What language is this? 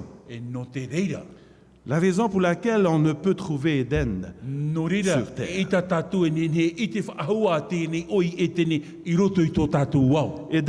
Tahitian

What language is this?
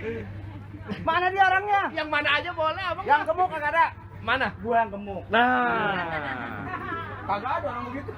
Betawi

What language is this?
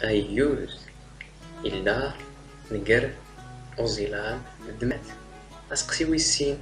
Standard Moroccan Tamazight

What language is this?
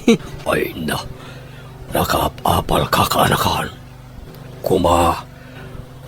Iloko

